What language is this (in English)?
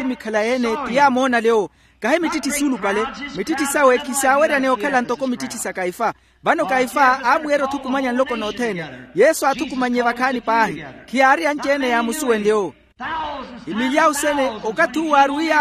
Makhuwa